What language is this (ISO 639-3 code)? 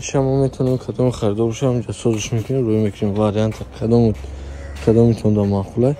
tgk